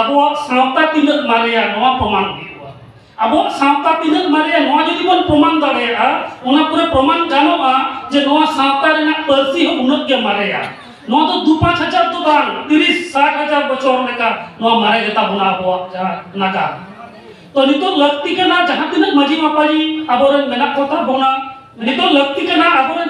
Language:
Santali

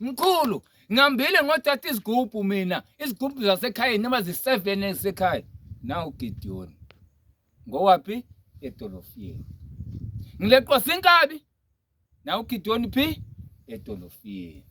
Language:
Zulu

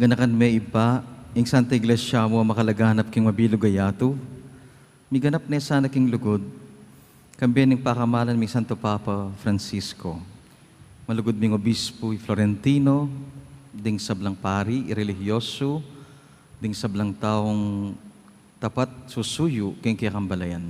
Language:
Pampanga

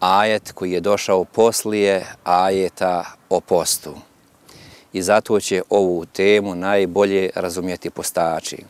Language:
Bosnian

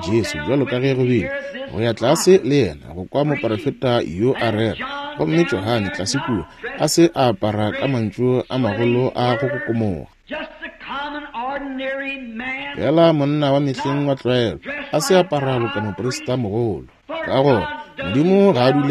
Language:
Northern Sotho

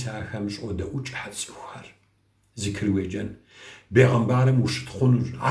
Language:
Kabardian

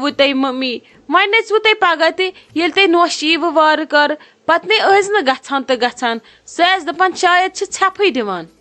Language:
Kashmiri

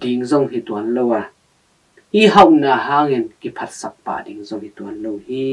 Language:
Tedim Chin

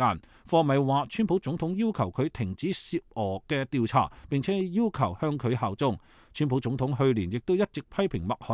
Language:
Cantonese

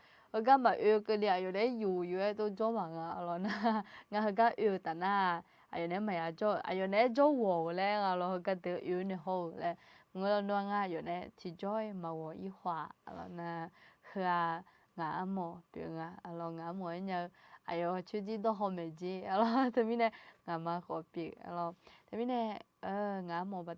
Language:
Akha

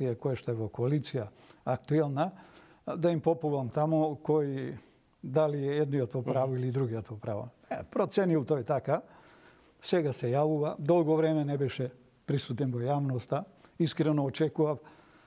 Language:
Macedonian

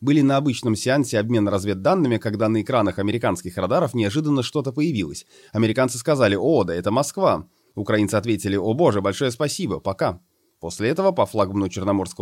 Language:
Russian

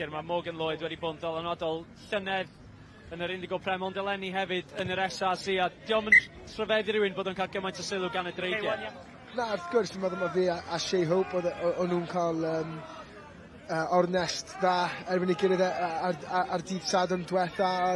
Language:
Welsh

